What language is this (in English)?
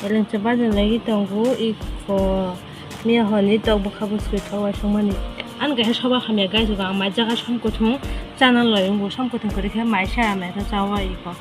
Kok Borok